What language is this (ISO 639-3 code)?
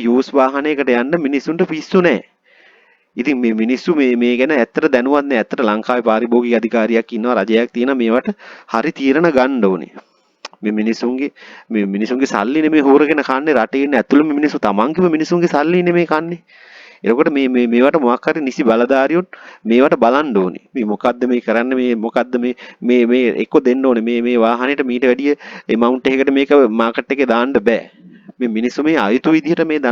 sin